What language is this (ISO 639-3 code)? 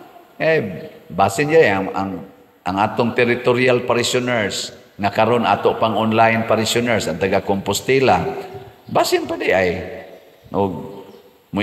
ceb